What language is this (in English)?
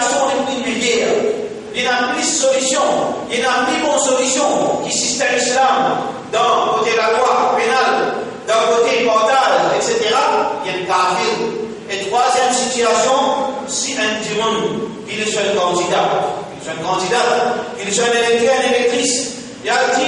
Morisyen